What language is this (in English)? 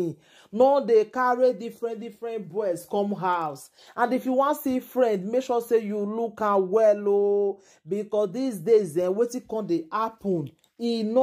Nigerian Pidgin